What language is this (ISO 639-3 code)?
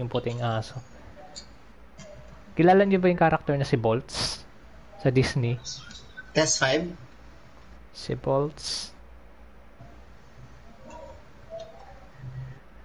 fil